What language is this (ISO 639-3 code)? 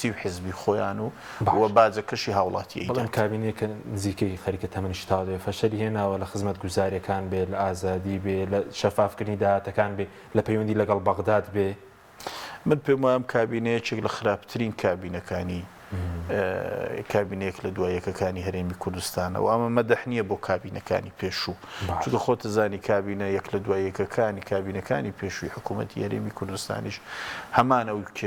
ckb